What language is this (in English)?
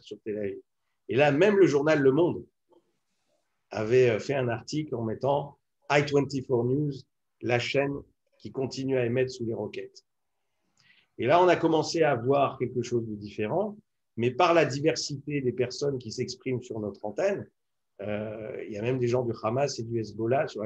French